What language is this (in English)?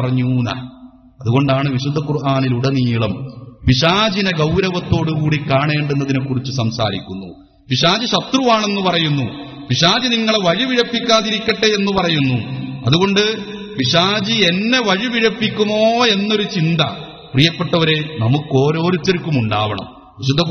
Malayalam